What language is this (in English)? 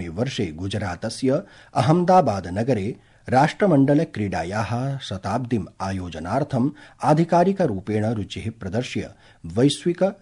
Sanskrit